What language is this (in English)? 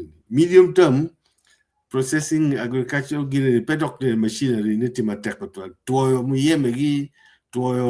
Acoli